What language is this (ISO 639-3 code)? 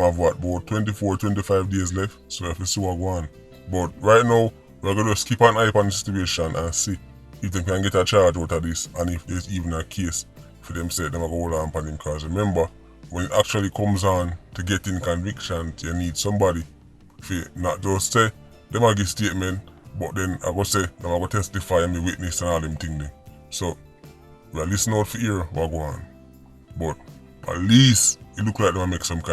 jam